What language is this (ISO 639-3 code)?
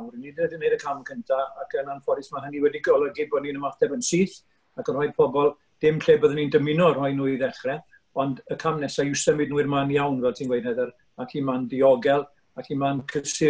cym